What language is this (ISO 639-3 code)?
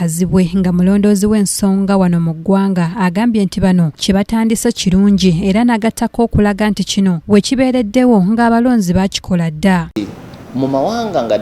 lug